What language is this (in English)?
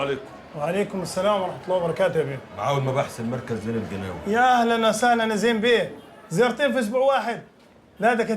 Egyptian Arabic